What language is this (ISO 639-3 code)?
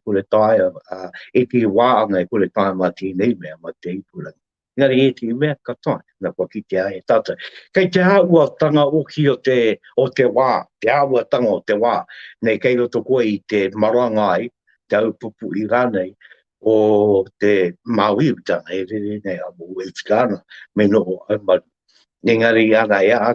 mri